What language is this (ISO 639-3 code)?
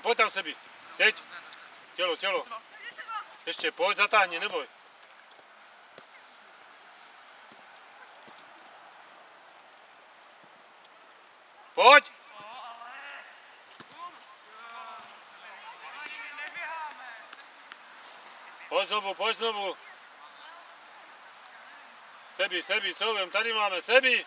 ces